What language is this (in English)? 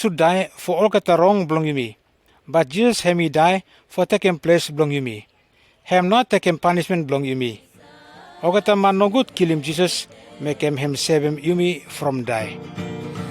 Pijin